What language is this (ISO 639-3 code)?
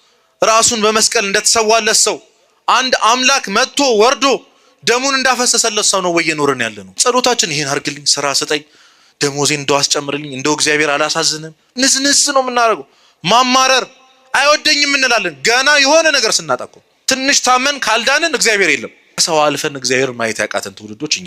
amh